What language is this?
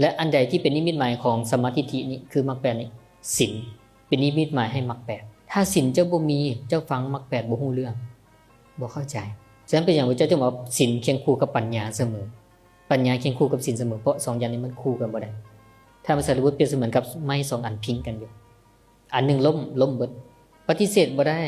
Northeastern Thai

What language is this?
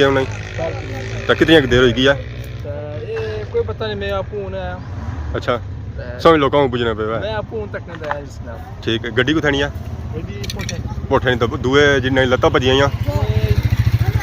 Pahari-Potwari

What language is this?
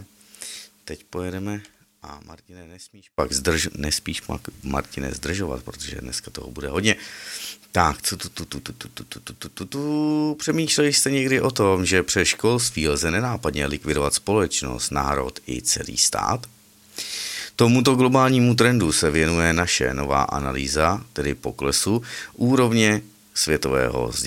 Czech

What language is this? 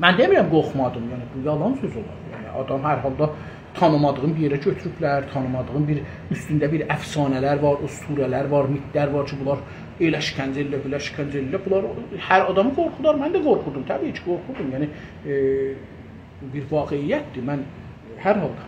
South Azerbaijani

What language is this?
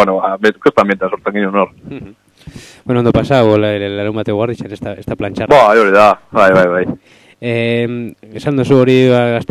Basque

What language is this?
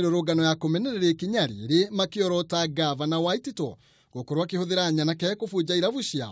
Kikuyu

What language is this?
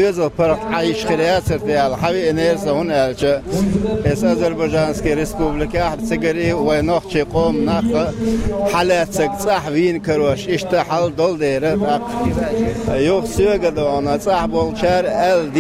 Chechen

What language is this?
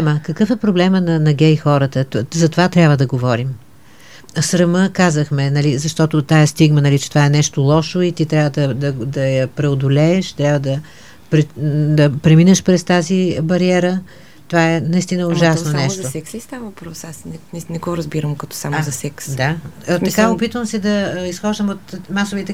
Bulgarian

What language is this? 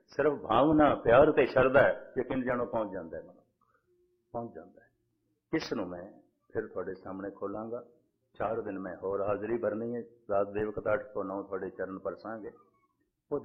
Punjabi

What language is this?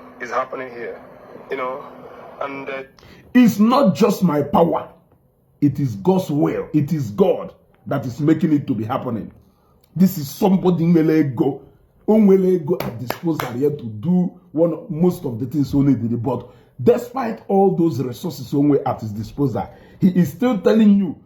Igbo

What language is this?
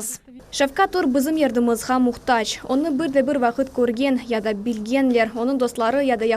Crimean Tatar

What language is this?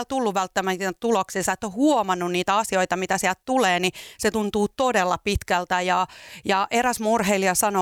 Finnish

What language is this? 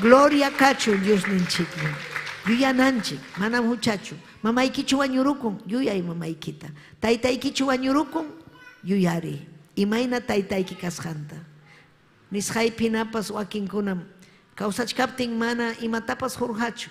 Ayacucho Quechua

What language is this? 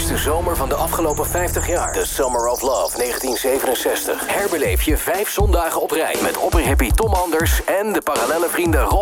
Dutch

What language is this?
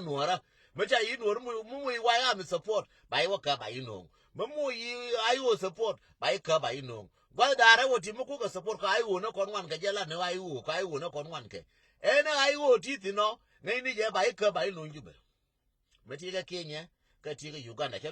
Nuer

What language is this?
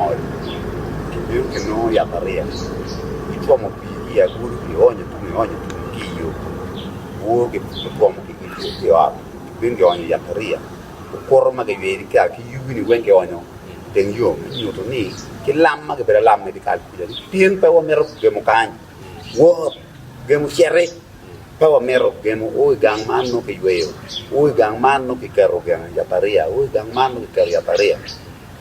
Acoli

